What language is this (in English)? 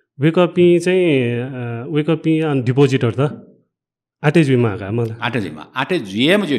Newari